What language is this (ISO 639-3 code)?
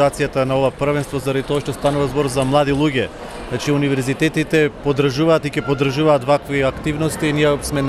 mkd